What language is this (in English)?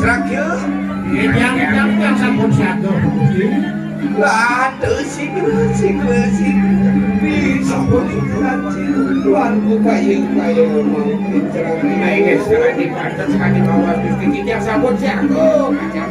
Balinese